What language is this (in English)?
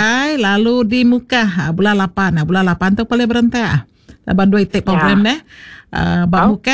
Iban